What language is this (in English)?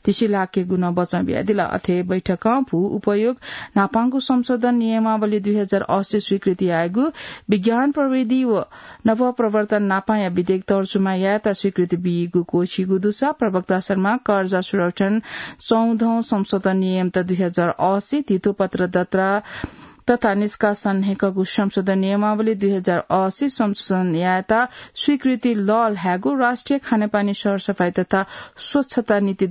Newari